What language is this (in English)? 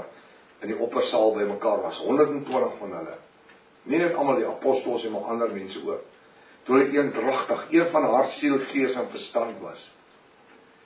Afrikaans